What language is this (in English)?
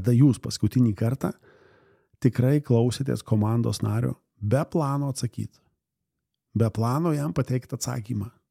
Lithuanian